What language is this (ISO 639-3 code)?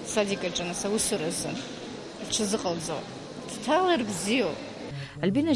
abk